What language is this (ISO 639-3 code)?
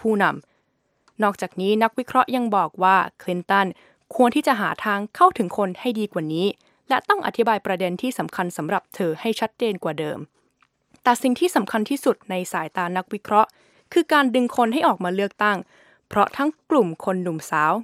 tha